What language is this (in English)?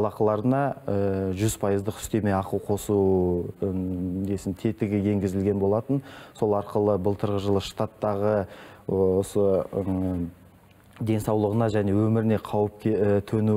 Kazakh